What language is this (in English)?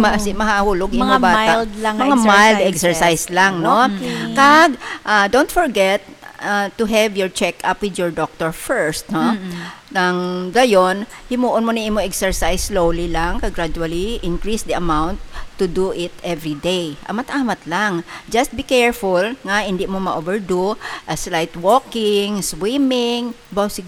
Hiligaynon